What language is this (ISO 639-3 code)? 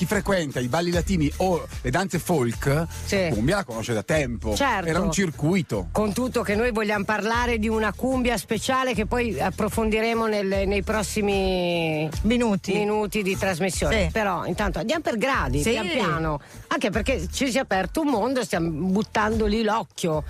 ita